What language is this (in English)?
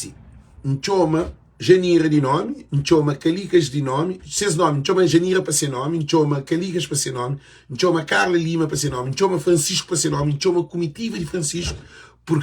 Kabuverdianu